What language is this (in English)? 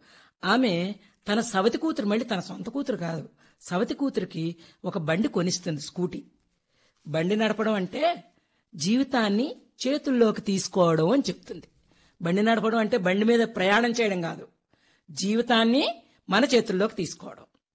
Telugu